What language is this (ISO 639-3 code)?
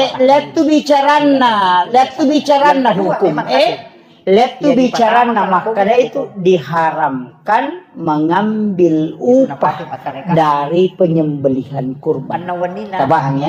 bug